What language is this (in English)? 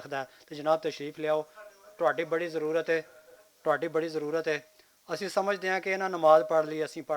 Western Panjabi